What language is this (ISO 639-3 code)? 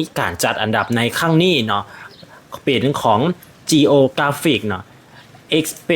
lao